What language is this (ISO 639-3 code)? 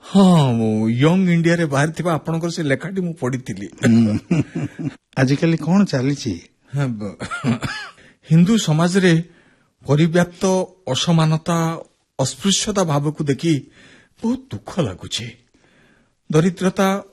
ori